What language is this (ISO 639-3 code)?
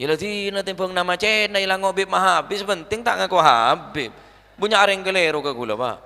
mad